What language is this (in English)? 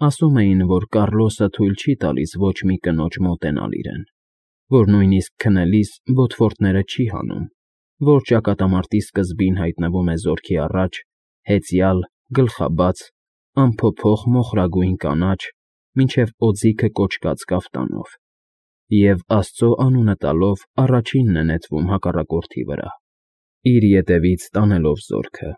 Armenian